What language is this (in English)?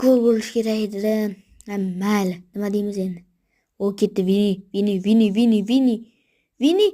Uzbek